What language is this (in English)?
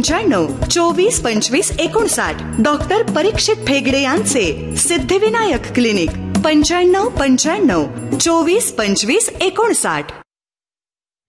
Marathi